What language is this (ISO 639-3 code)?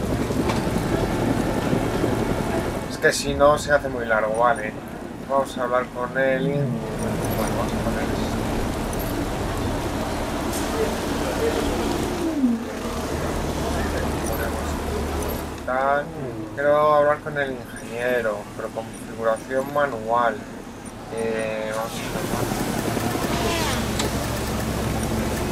spa